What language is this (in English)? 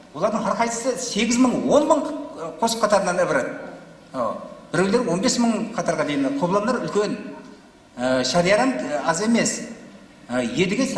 Kara-Kalpak